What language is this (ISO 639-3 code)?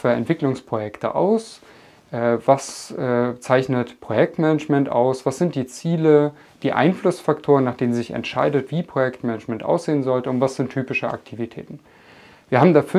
deu